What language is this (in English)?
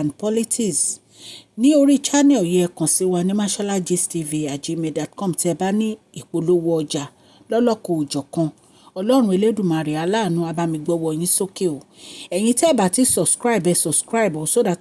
Yoruba